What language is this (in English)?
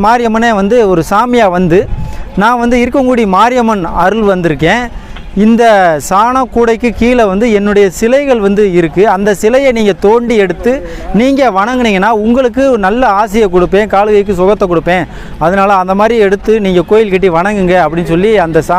Tamil